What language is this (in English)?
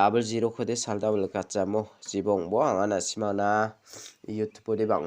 Garo